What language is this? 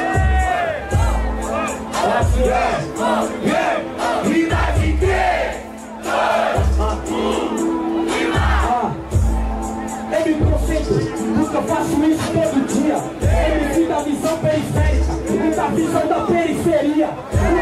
Portuguese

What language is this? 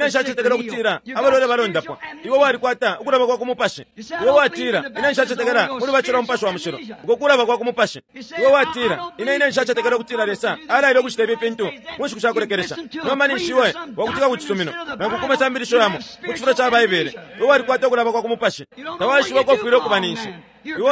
Bemba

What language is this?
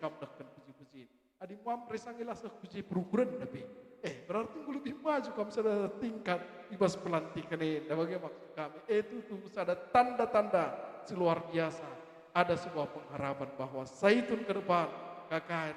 Batak Karo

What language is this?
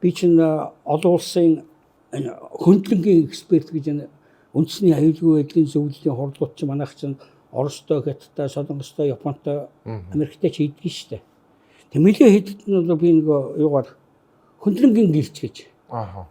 Mongolian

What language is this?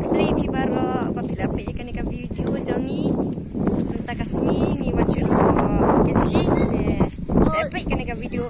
Khasi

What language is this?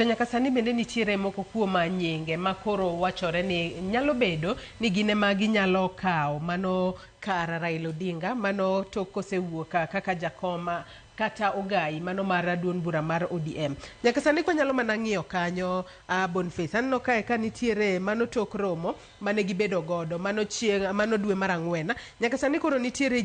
Luo (Kenya and Tanzania)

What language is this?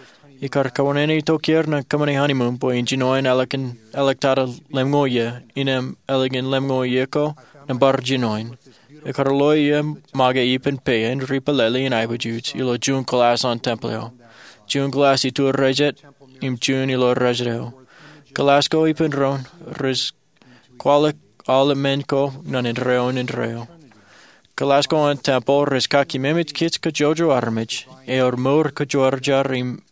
Marshallese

